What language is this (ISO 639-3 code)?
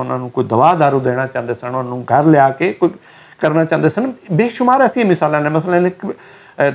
lah